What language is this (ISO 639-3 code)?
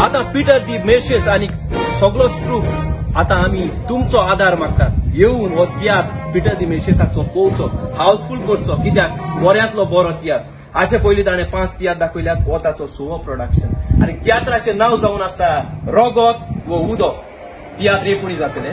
kok